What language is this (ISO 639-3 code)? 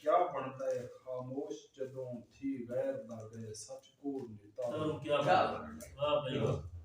skr